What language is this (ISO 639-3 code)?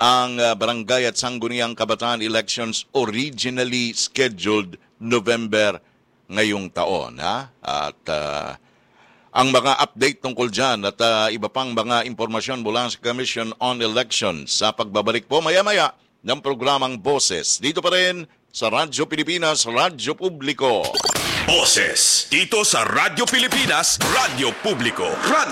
fil